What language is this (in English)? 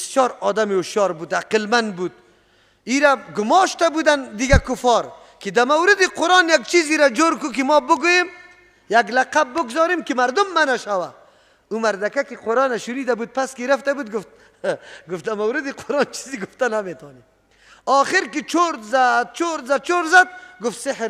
Persian